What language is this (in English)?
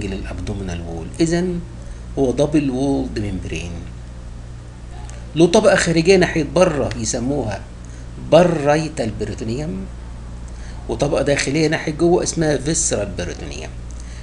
Egyptian Arabic